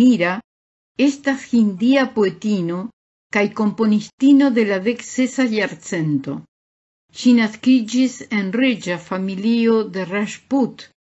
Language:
Esperanto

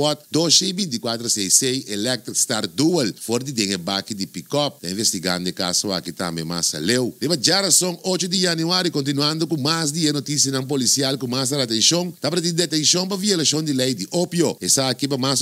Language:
Papiamento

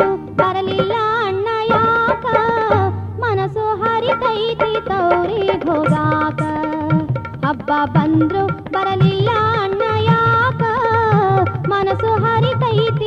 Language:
Kannada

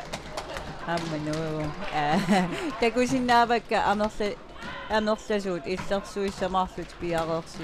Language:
Kalaallisut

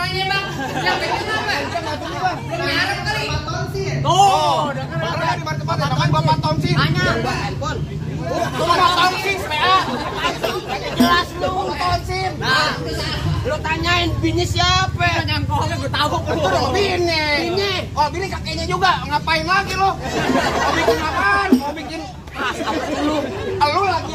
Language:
Betawi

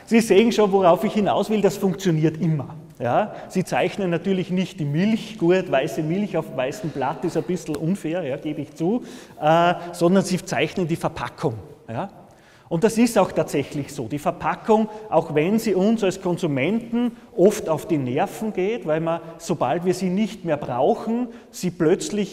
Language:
German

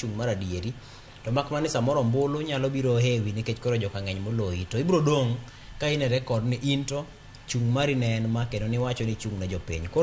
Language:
Luo (Kenya and Tanzania)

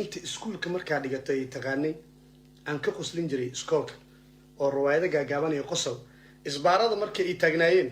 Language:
Somali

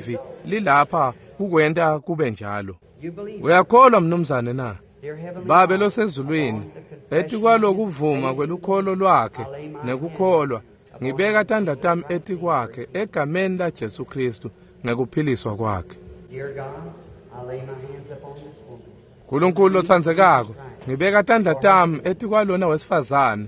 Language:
Swati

